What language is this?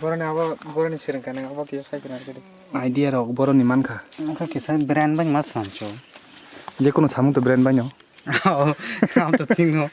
Kok Borok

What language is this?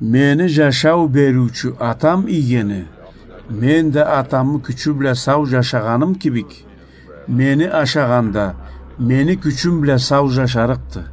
Karachay-Balkar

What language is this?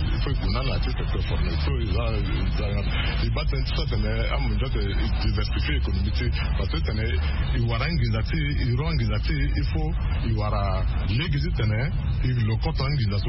Sango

